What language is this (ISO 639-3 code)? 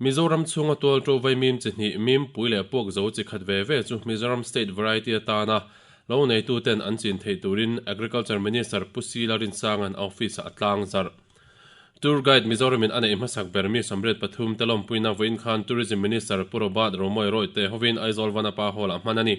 lus